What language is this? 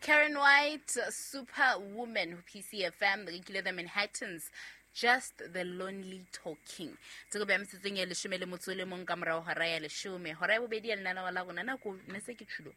Southern Sotho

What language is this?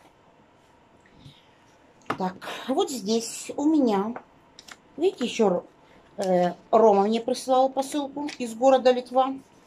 Russian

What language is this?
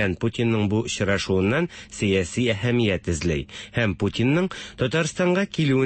Tatar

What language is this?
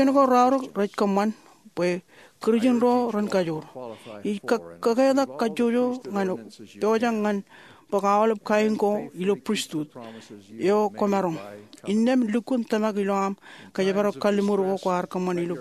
Marshallese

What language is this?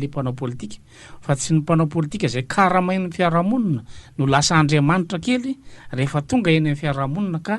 Malagasy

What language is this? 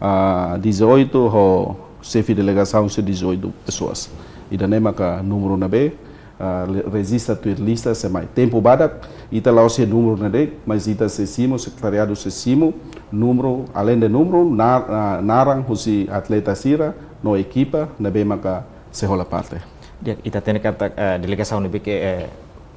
Tetum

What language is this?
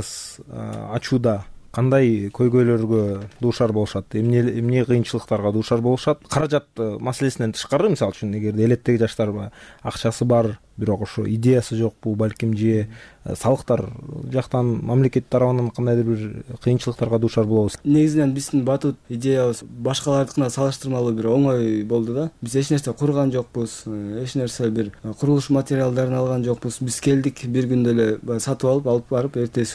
Kyrgyz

